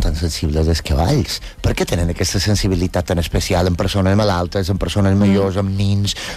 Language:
Catalan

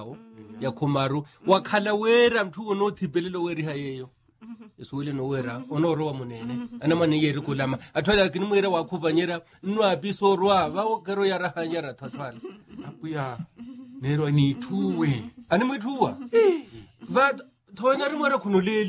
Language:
Makhuwa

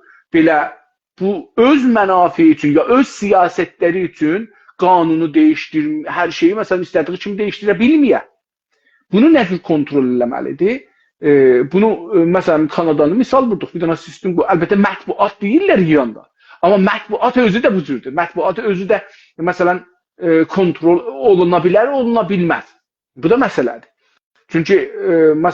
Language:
South Azerbaijani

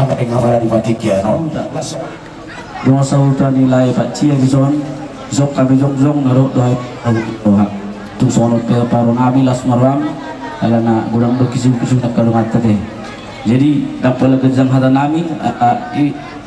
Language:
Batak Toba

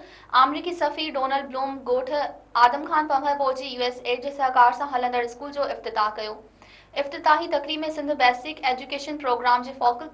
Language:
Sindhi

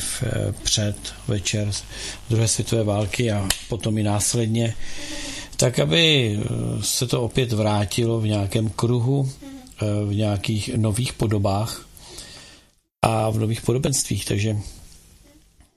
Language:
Czech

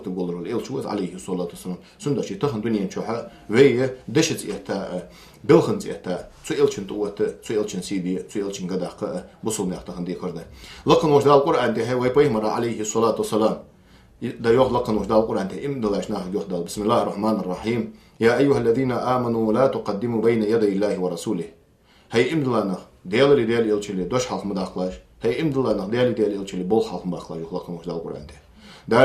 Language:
Ingush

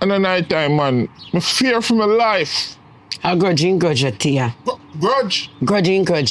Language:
Jamaican Creole English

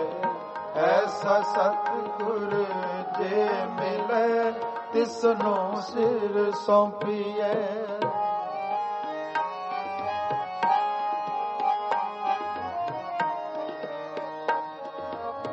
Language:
Punjabi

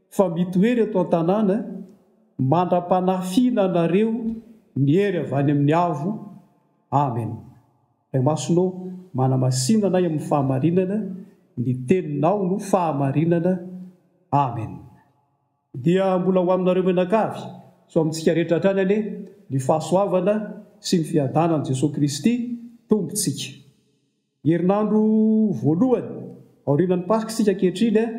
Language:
Malagasy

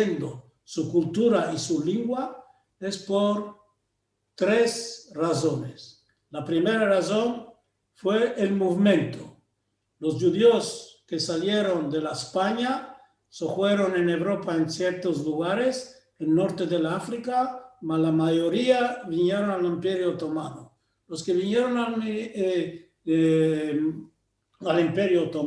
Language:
Ladino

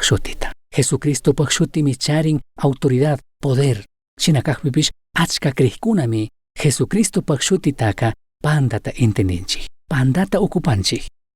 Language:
Chimborazo Highland Quichua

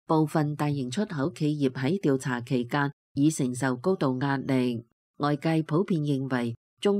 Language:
Cantonese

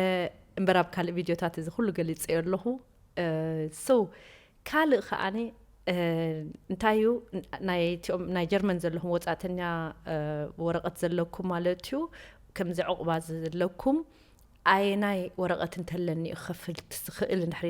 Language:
Tigrinya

